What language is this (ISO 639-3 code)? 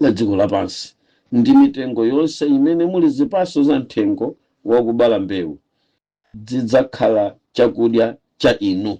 nya